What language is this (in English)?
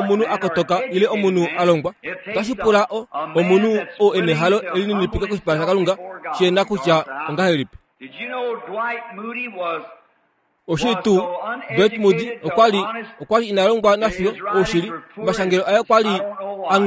Kuanyama